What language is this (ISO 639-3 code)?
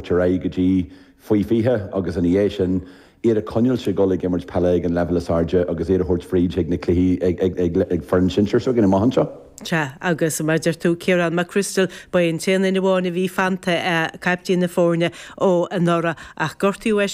gle